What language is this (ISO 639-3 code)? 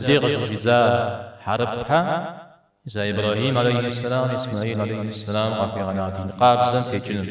kbd